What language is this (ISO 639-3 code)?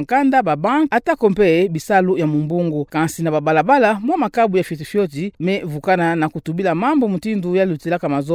ktu